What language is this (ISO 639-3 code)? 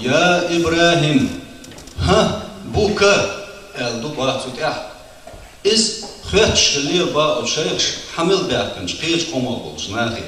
che